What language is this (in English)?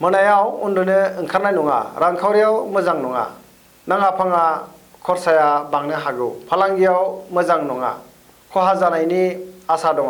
Bodo